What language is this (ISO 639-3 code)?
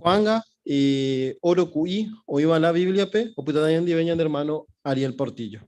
grn